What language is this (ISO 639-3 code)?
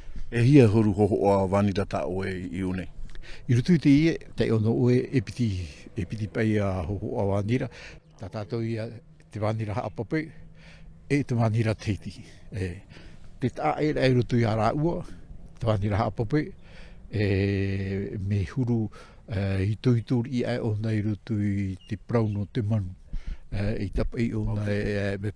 tah